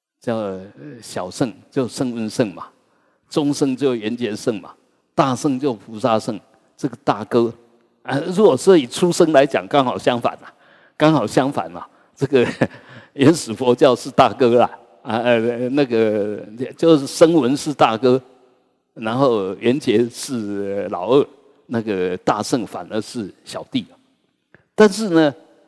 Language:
Chinese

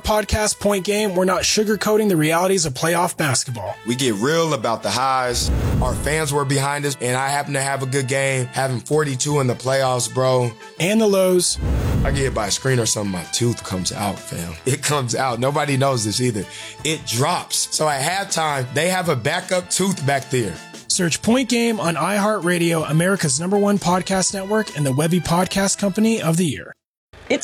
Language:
English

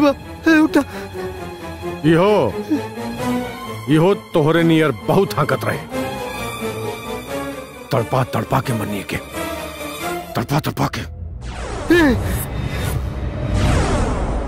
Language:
Bhojpuri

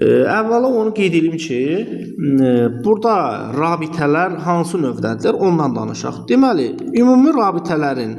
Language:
Azerbaijani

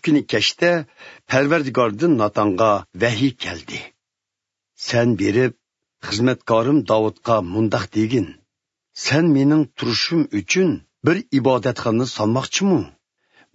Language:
Uyghur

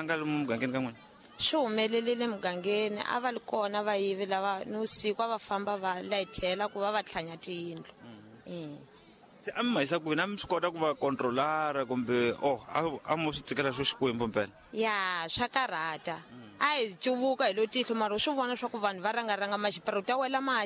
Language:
Tsonga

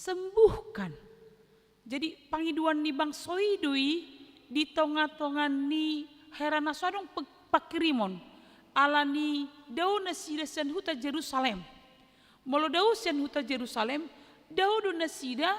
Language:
Batak Toba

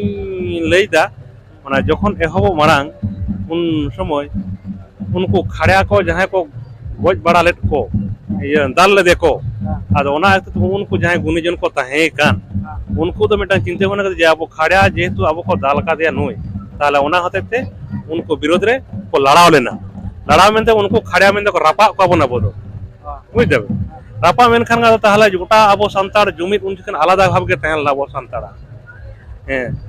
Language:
Santali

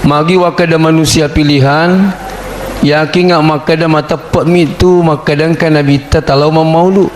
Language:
Buginese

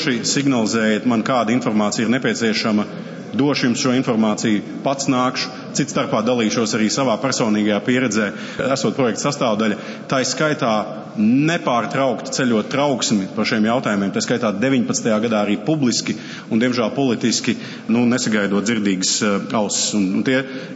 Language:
Latvian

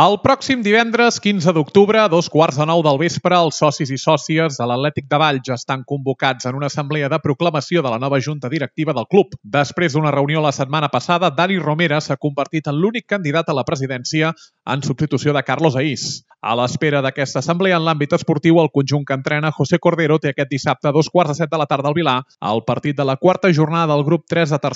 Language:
Catalan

